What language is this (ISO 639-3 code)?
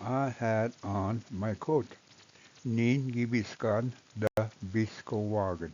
oji